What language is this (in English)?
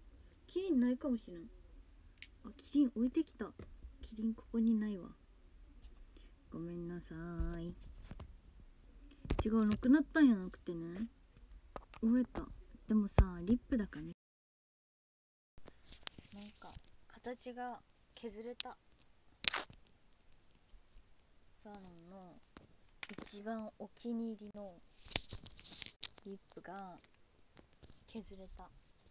Japanese